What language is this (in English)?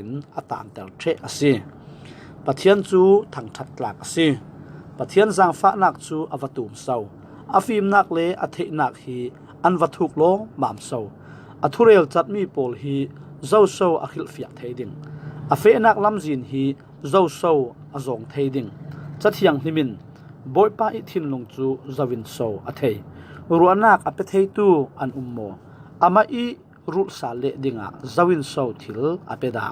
Falam Chin